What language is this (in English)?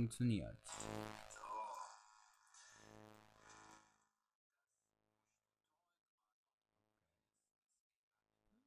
German